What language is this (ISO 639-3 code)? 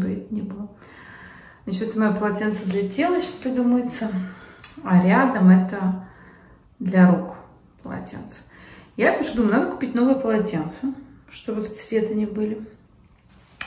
rus